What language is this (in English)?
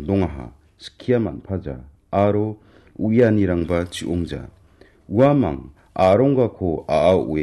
Garo